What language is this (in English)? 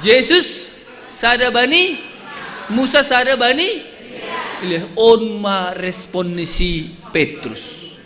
Batak Simalungun